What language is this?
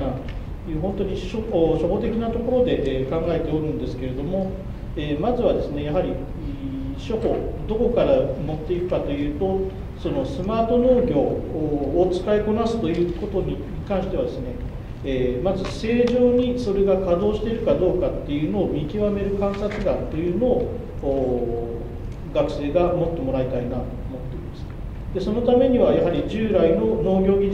Japanese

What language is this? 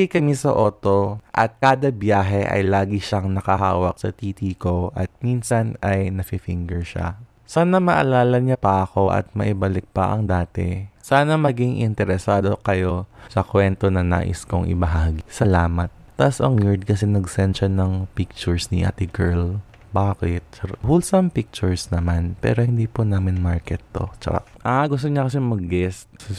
Filipino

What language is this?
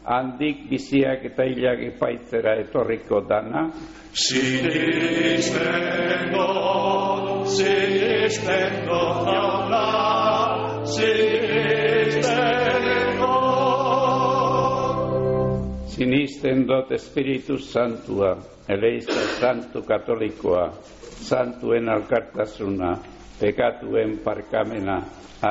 Basque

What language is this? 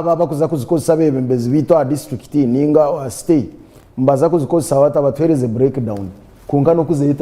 Nyankole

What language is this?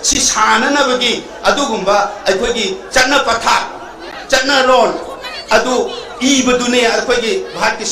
Manipuri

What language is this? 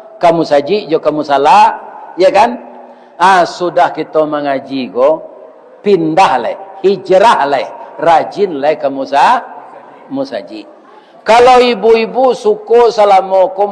Minangkabau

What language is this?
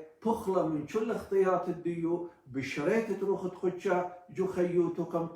Assyrian Neo-Aramaic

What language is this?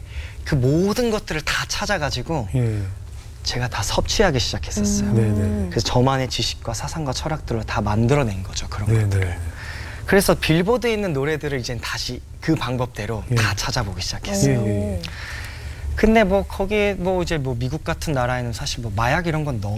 Korean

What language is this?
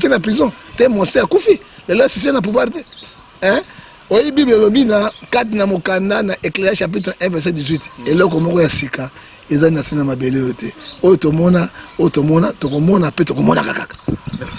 Lingala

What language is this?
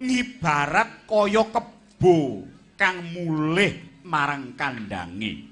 Javanese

